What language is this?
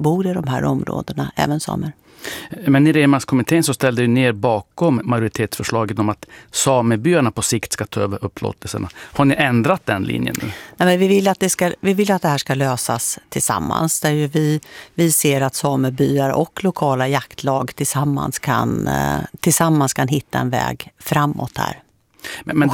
Swedish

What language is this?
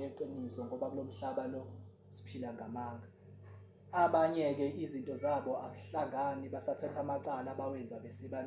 Zulu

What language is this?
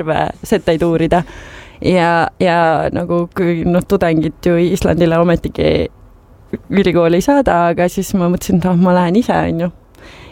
Estonian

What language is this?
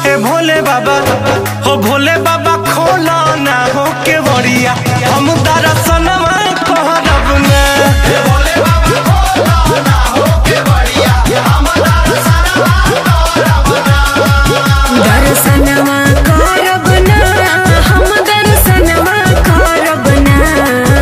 Bhojpuri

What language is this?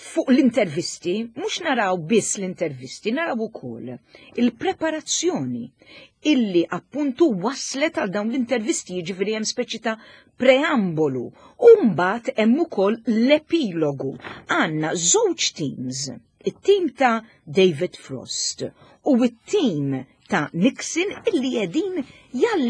Maltese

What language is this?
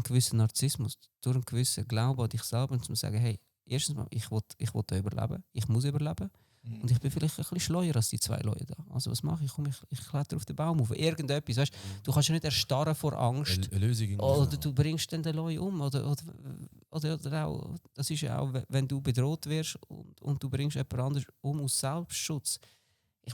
Swiss German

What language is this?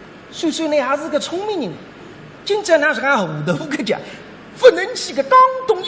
Wu Chinese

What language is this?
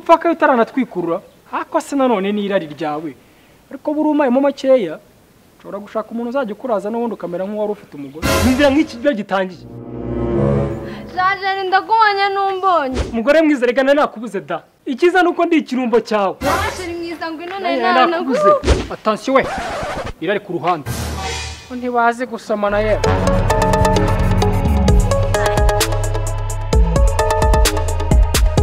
Kinyarwanda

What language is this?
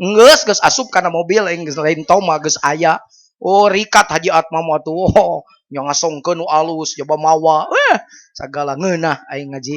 Sundanese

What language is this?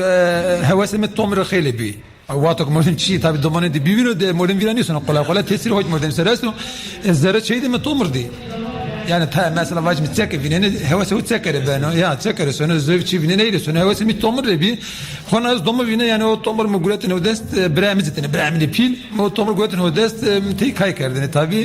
Zaza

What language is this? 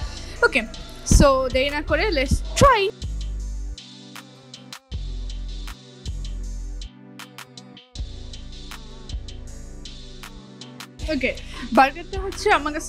Bangla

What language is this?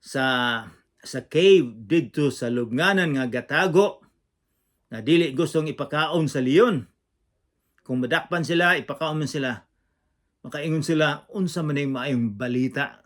Cebuano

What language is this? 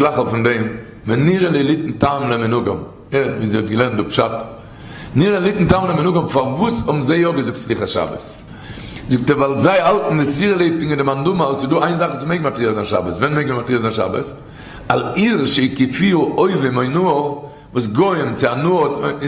Yiddish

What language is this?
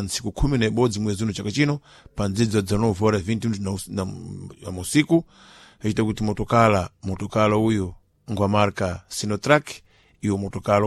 Sena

